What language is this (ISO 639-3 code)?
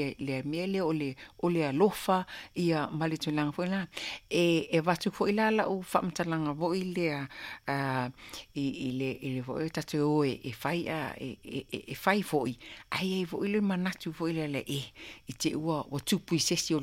smo